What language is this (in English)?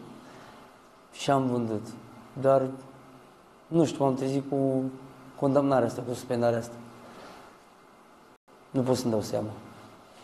Romanian